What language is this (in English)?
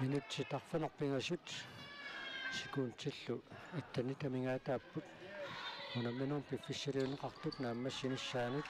Kalaallisut